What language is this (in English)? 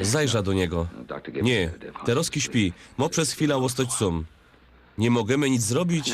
Silesian